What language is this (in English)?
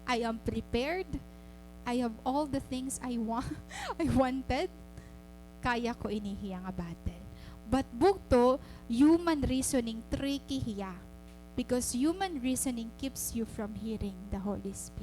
Waray